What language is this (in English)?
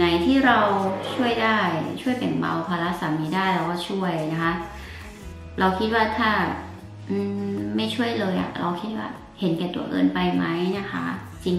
Thai